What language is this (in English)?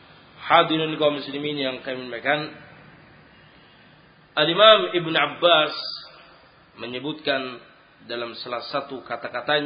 Indonesian